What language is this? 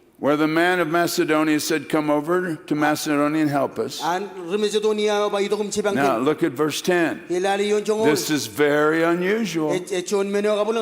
Marshallese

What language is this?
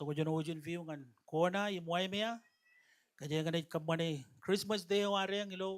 Marshallese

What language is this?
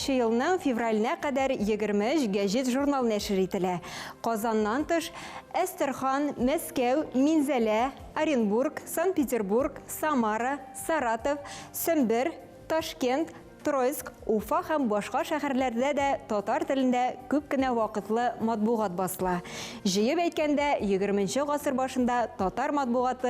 Tatar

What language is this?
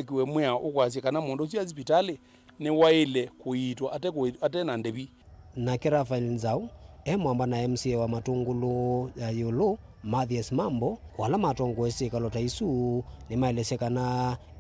Kamba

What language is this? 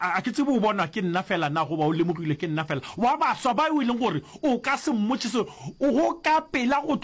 Northern Sotho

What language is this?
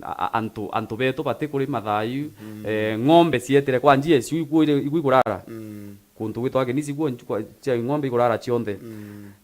Meru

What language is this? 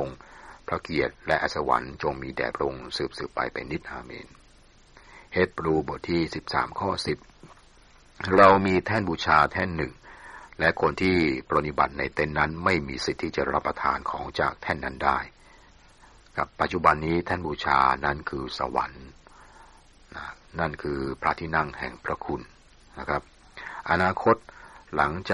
Thai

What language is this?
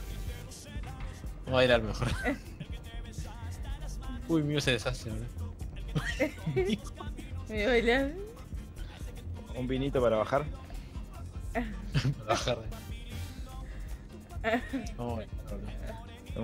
Spanish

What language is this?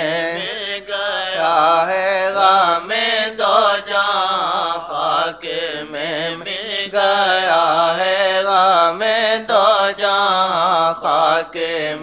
Urdu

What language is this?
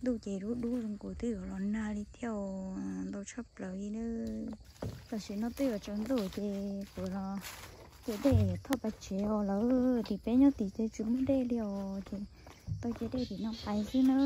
Hmong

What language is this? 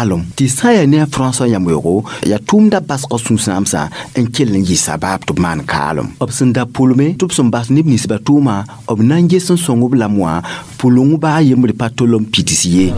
Mossi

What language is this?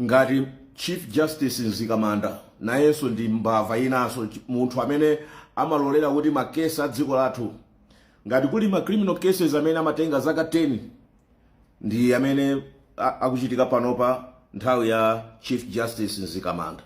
Nyanja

